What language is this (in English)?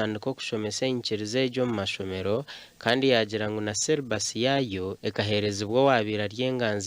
Nyankole